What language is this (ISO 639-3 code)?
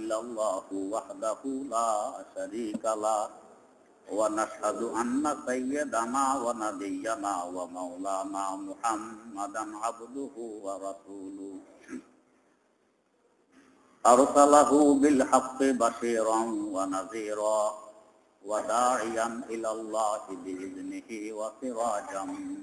ben